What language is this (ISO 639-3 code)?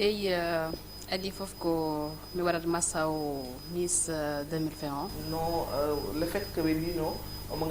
ful